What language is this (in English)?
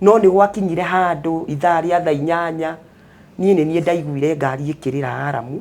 Kikuyu